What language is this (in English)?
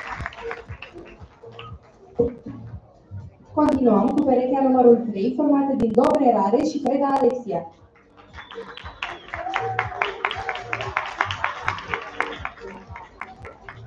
Romanian